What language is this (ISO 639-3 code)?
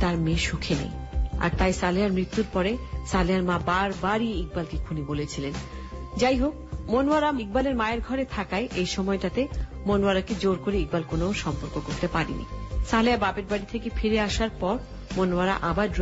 ben